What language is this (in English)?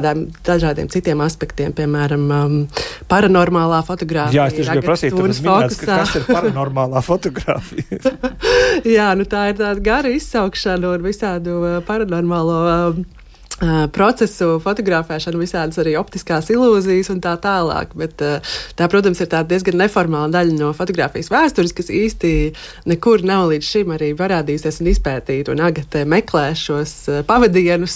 Latvian